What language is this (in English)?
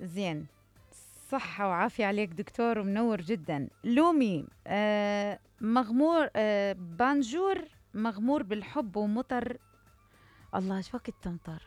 Mesopotamian Arabic